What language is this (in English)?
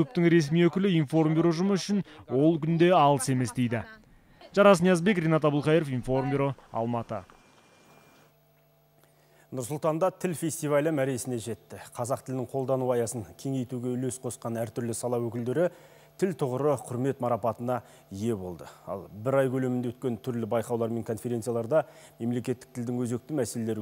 Kazakh